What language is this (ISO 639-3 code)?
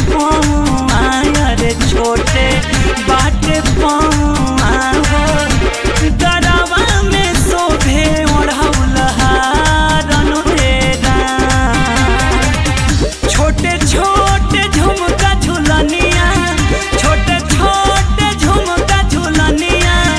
bho